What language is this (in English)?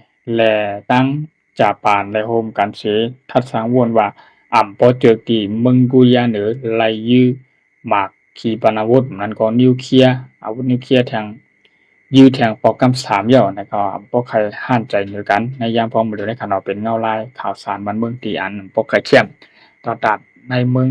Shan